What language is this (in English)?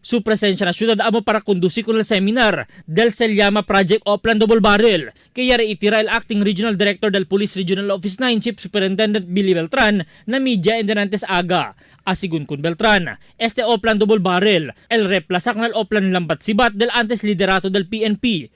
Chavacano